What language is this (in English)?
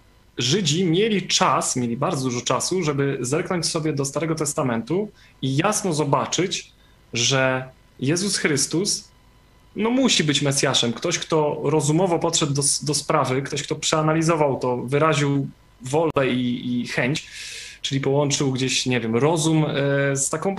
Polish